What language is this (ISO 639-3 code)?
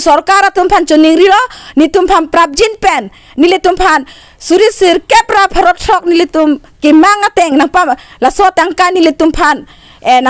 mjw